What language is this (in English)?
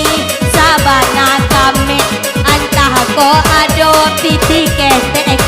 Minangkabau